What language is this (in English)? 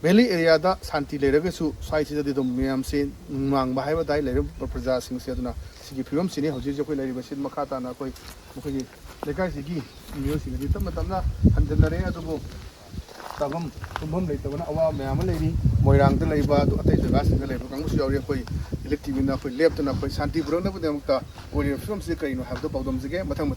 Manipuri